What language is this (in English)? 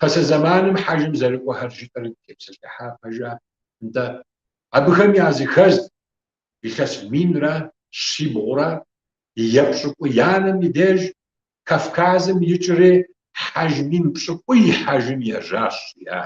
Kabardian